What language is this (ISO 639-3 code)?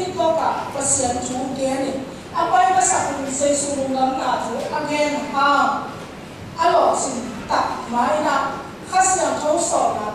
ctd